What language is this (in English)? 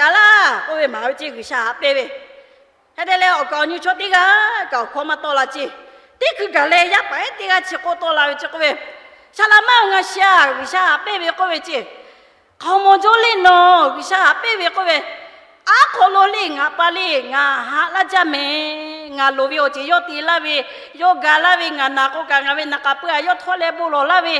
Lahu